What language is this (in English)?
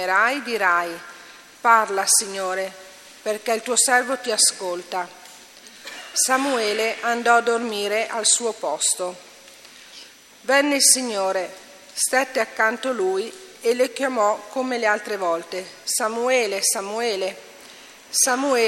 Italian